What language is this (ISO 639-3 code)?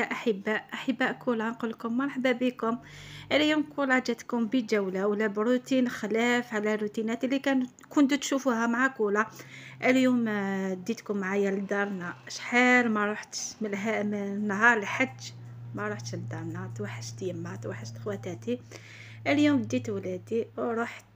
arq